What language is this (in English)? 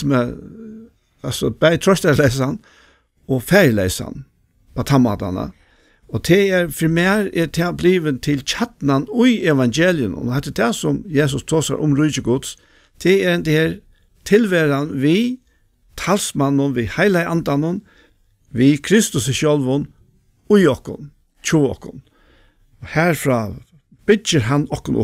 Faroese